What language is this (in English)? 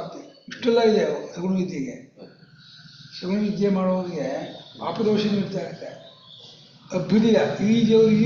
Kannada